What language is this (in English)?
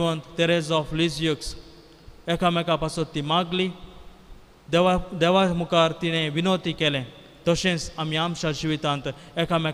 Konkani